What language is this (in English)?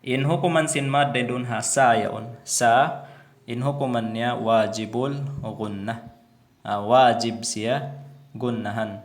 Tausug